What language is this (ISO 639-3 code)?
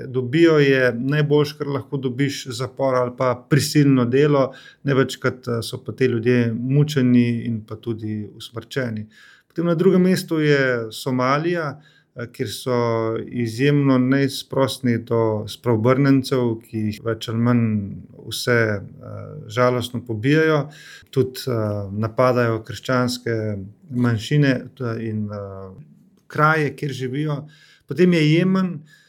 slv